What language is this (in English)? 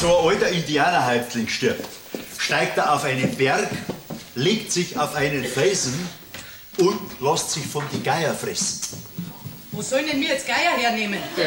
Bavarian